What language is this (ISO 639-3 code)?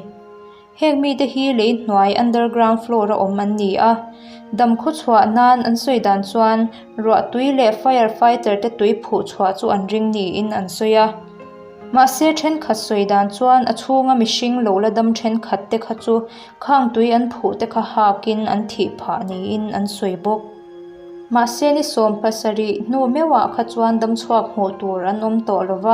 lus